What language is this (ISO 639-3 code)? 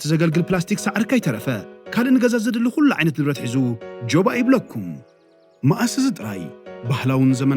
tir